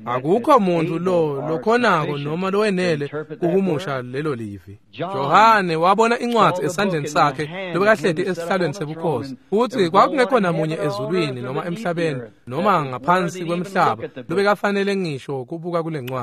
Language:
Swati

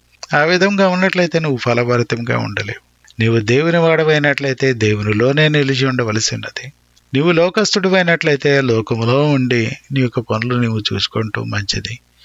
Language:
Telugu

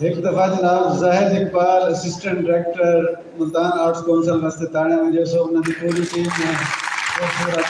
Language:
Saraiki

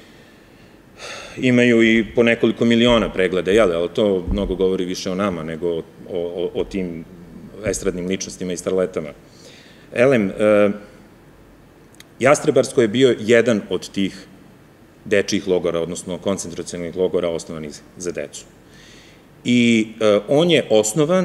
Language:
Serbian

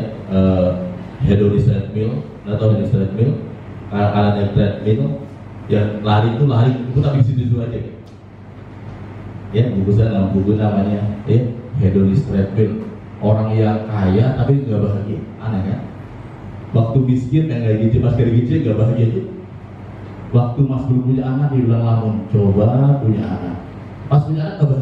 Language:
Indonesian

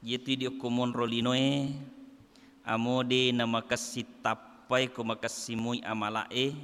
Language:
Buginese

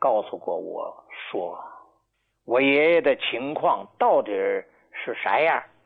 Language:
Chinese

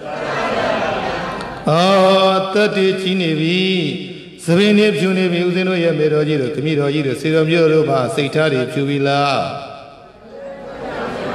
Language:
Burmese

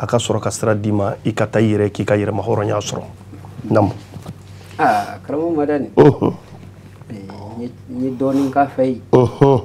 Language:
Bambara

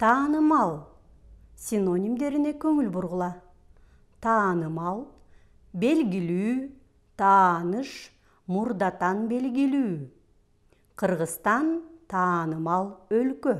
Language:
Kyrgyz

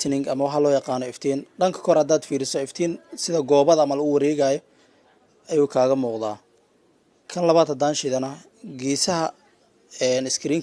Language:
Somali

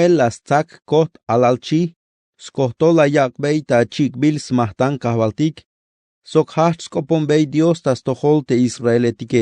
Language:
Tzeltal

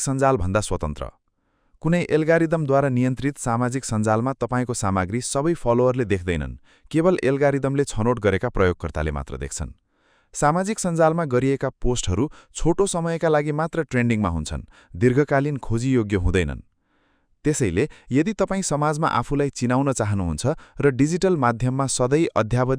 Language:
Nepali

